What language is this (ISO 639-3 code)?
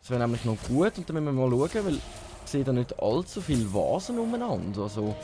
gsw